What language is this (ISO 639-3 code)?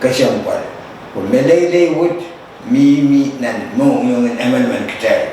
pon